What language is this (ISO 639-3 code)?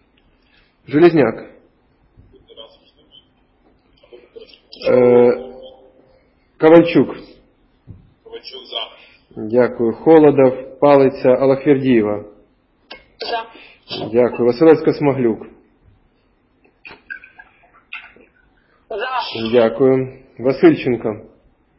ukr